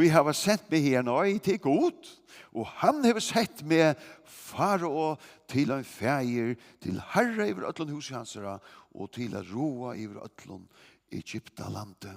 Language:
Faroese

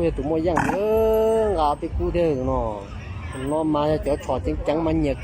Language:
Hmong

